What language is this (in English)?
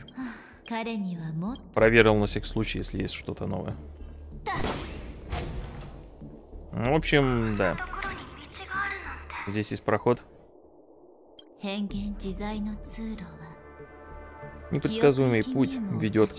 Russian